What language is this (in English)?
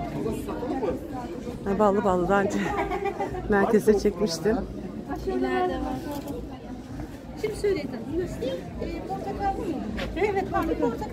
Turkish